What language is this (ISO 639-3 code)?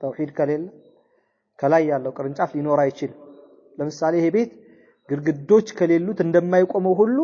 amh